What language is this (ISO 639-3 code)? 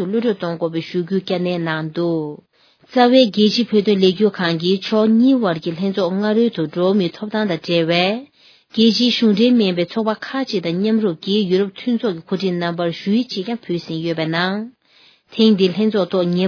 bod